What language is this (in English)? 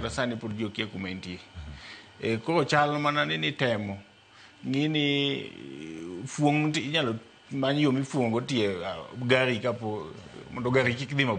Luo (Kenya and Tanzania)